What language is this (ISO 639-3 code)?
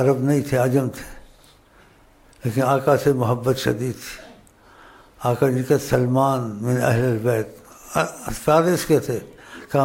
urd